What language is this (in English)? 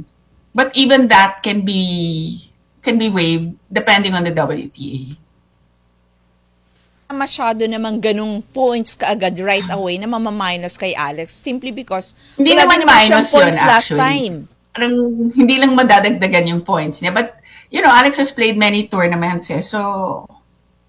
Filipino